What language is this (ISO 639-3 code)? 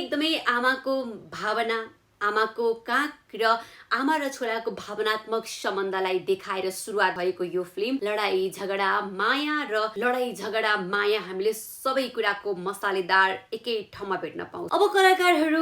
nep